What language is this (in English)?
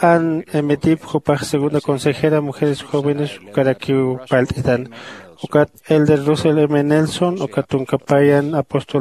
Aymara